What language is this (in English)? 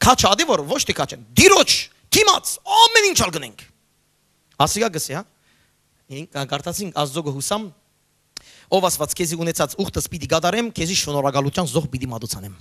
Western Armenian